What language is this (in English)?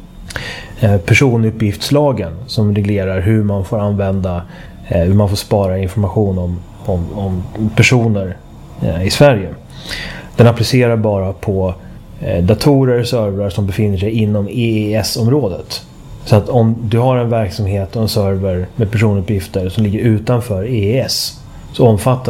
Swedish